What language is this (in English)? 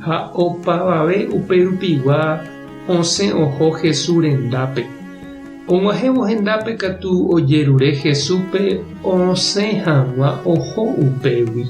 Guarani